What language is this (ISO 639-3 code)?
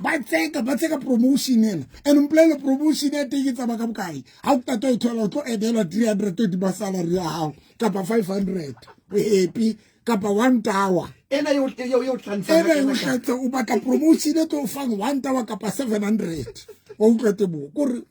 sot